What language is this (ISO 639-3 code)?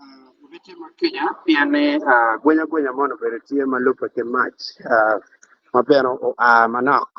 ach